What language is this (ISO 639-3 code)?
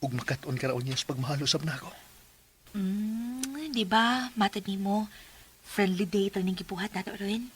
ceb